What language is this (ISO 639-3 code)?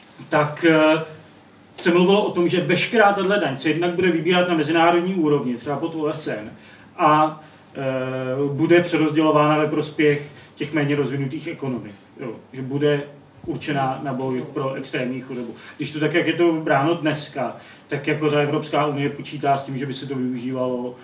ces